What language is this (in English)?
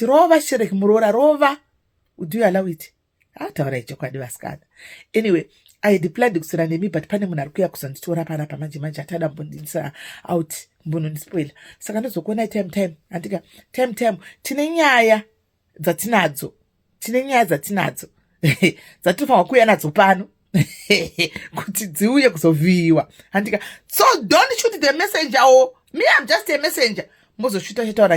Shona